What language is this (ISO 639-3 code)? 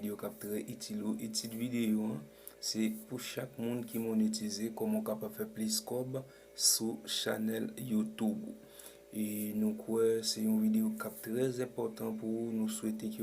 hat